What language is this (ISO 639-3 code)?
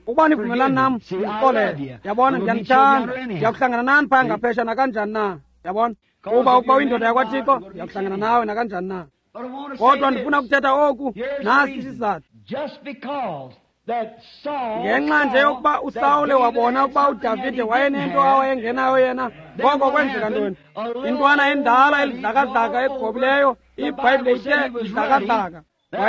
xho